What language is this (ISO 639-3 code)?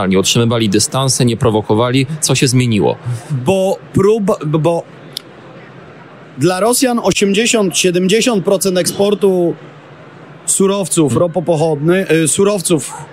pol